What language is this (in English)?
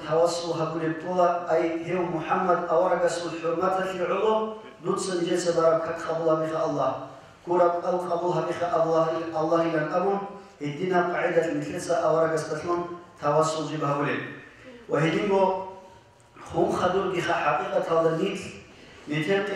Avaric